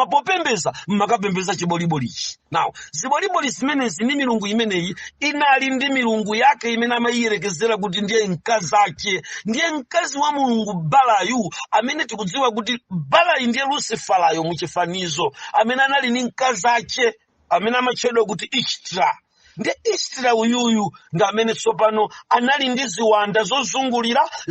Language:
Nyanja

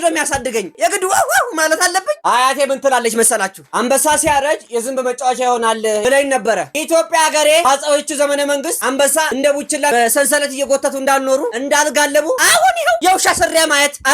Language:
Amharic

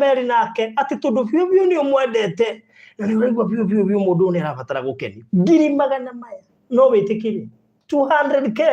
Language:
Kikuyu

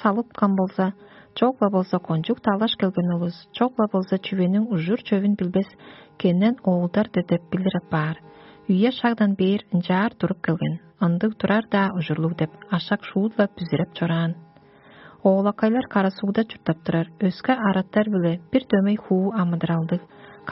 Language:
Tuvinian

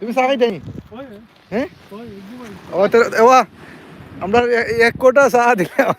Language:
Sylheti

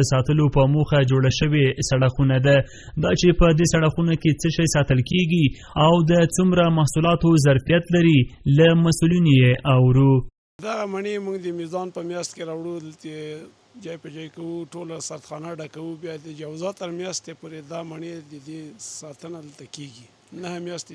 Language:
Pashto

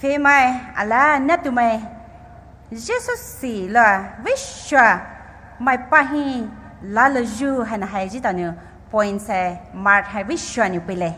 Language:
Poumei Naga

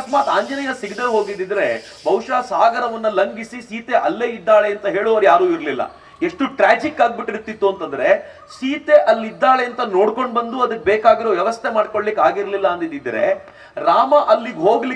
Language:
Kannada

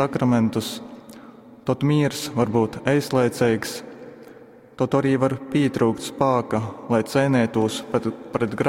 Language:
Latgalian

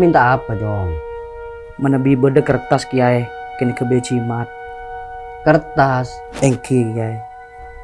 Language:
Madurese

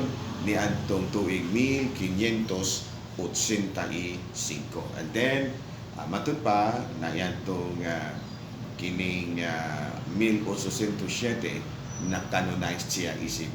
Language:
Cebuano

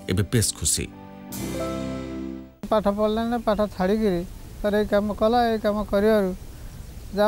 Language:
Odia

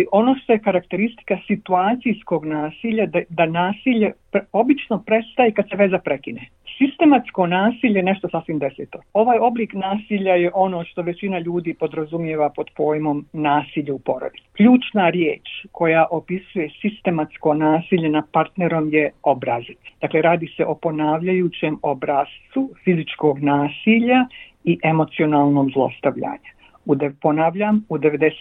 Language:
Bosnian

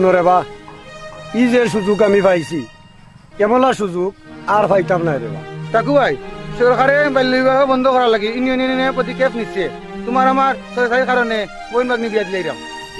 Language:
Sylheti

